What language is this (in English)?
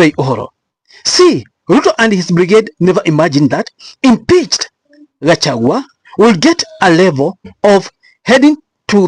Kikuyu